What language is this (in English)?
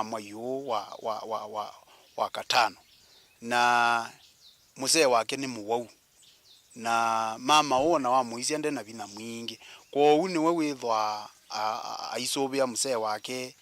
Kamba